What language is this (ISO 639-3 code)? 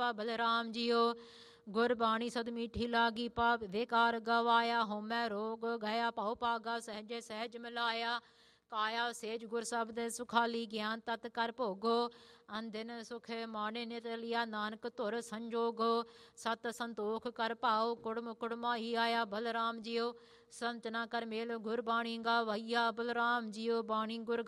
pan